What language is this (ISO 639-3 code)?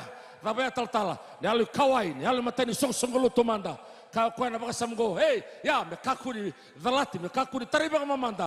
fij